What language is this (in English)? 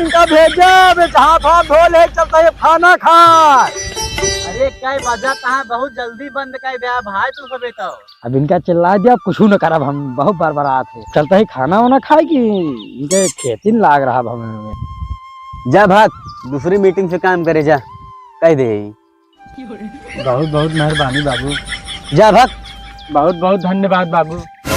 Awadhi